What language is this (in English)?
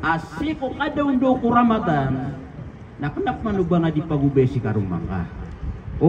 Maranao